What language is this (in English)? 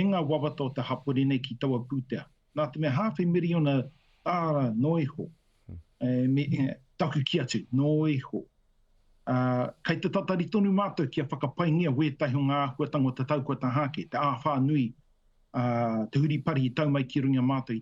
Māori